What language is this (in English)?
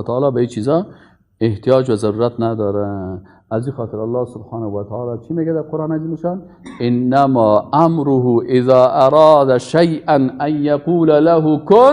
Persian